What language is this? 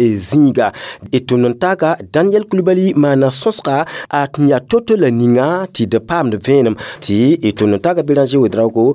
Mossi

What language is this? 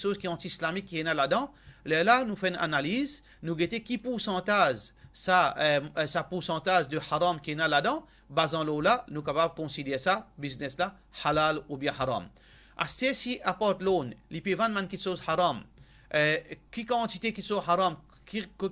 Morisyen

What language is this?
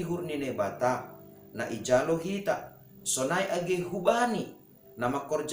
Batak Simalungun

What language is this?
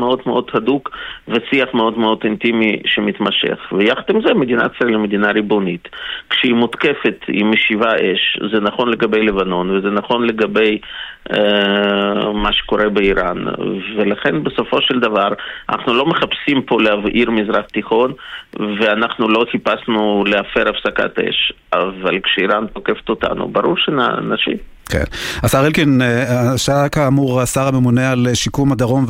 Hebrew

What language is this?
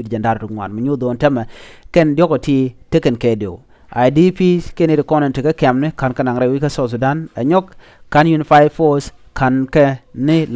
Nuer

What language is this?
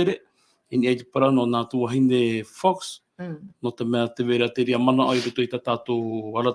Tahitian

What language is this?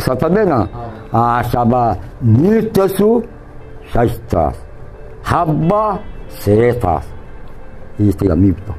Eastern Balochi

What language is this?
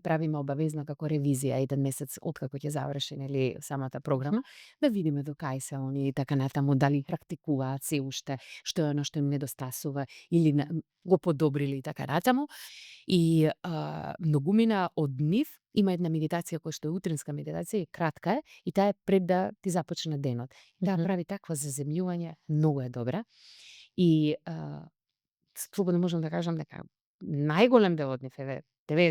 Macedonian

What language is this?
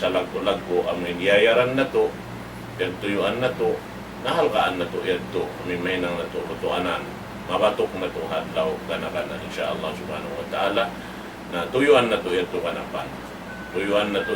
Tausug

